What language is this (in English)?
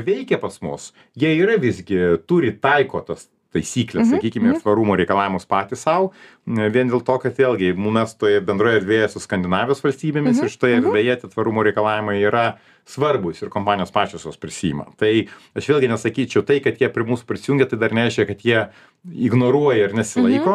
Lithuanian